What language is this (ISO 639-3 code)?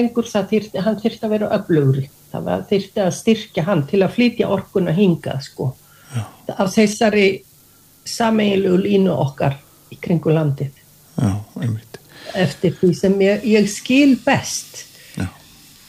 isl